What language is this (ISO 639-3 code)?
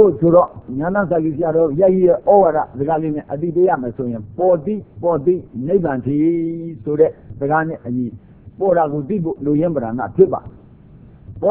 mya